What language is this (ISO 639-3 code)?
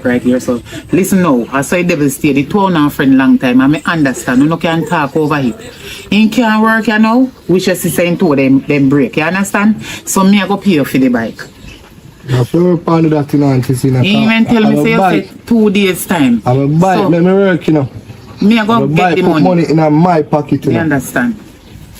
jam